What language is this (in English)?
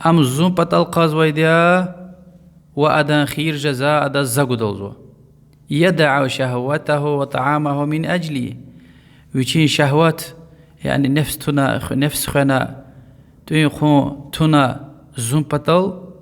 Lezghian